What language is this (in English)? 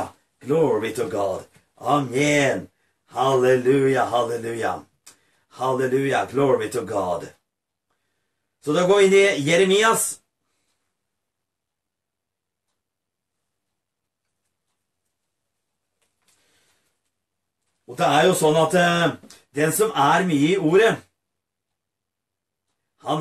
Norwegian